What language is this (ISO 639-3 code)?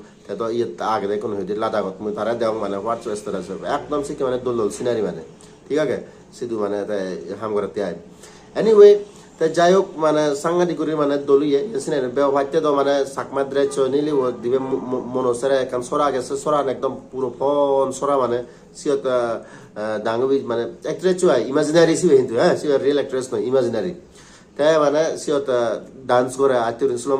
ccp